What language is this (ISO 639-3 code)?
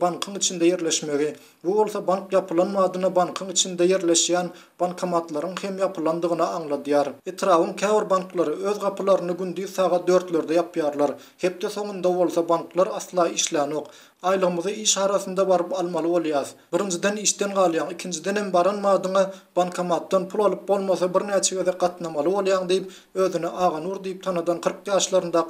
tuk